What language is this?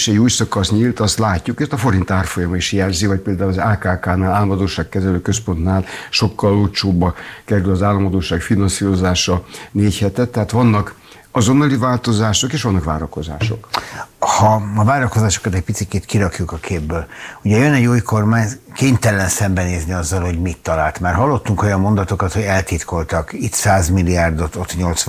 Hungarian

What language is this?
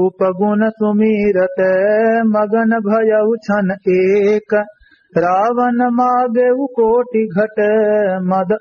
Awadhi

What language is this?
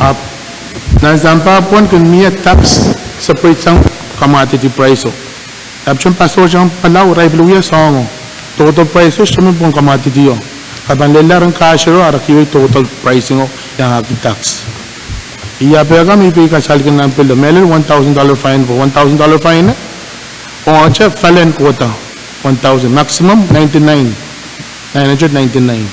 Pohnpeian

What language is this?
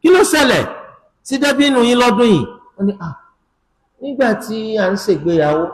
Yoruba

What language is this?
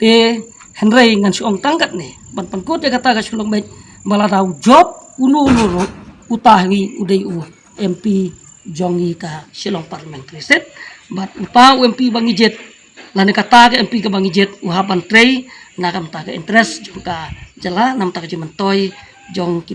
Khasi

